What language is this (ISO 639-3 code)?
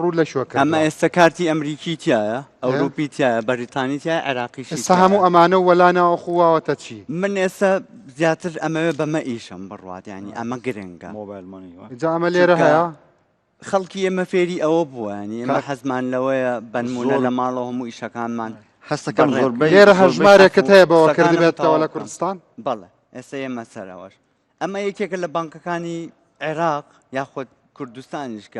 ckb